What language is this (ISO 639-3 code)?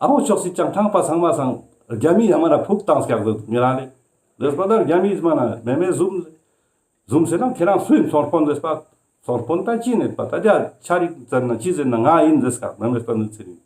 lbj